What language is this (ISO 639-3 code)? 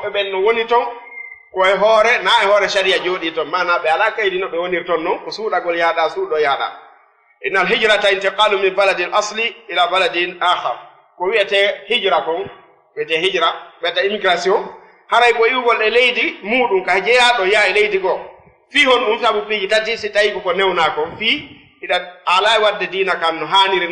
ful